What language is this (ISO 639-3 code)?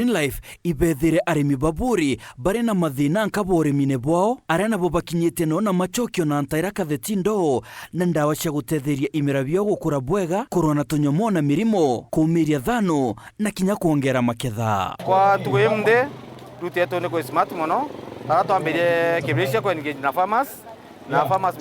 mer